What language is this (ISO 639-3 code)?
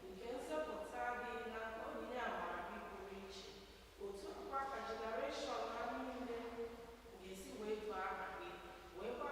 ibo